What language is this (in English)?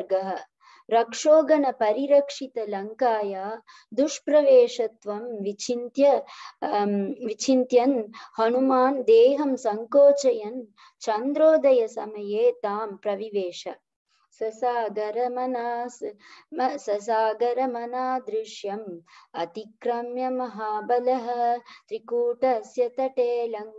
Sanskrit